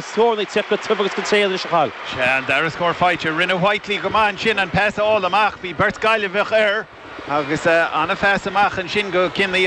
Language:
Irish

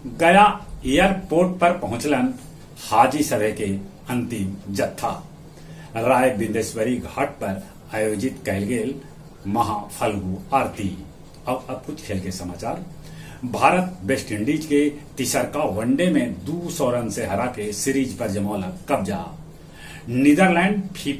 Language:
Magahi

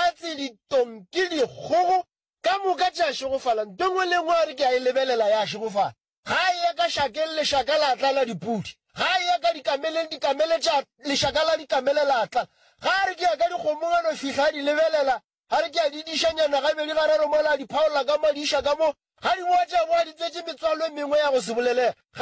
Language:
Northern Sotho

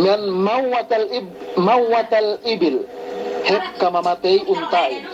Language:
Yakan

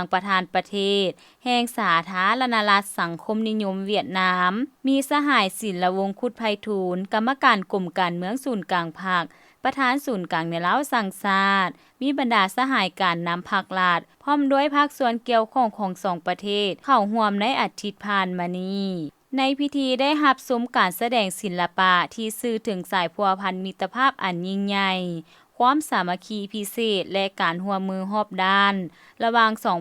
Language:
Lao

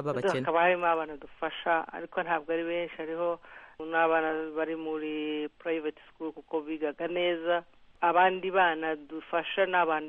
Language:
Kinyarwanda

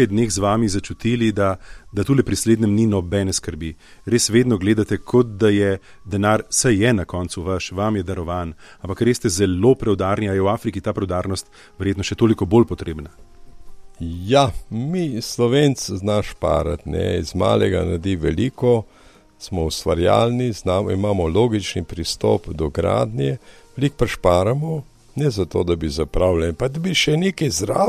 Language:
Slovenian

